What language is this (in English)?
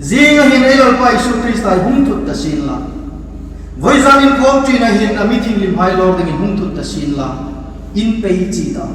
Hmar